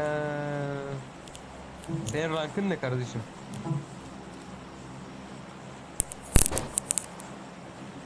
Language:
Turkish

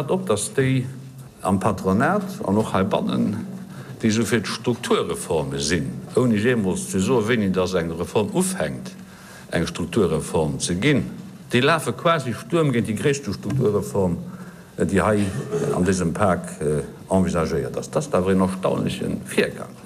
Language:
Luxembourgish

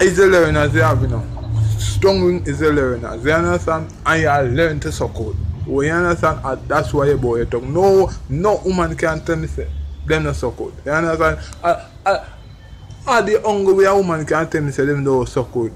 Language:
Jamaican Creole English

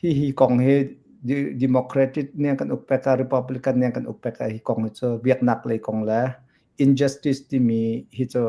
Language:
Hakha Chin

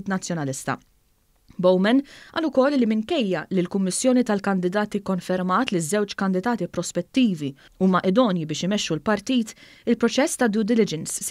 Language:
Maltese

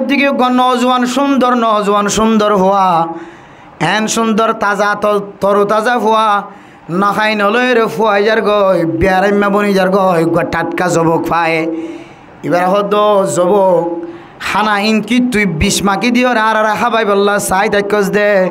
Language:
Rohingya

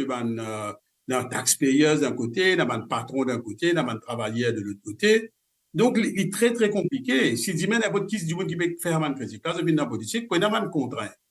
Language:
Morisyen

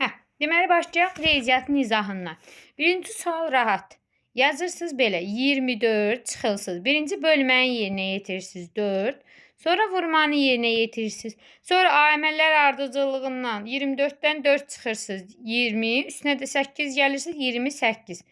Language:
Azerbaijani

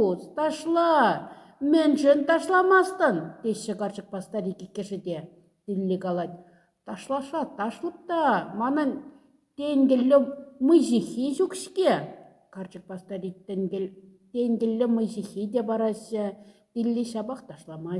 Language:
Chuvash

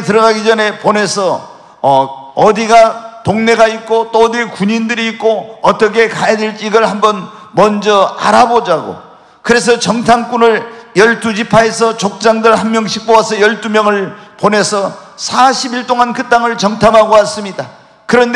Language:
Korean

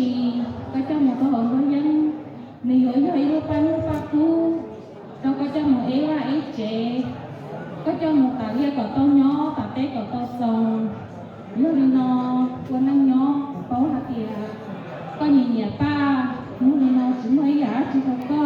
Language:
Hmong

